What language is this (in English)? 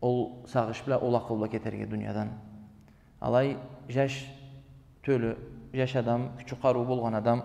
Karachay-Balkar